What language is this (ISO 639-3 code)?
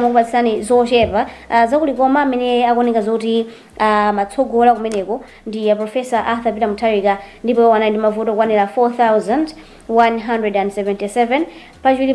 nya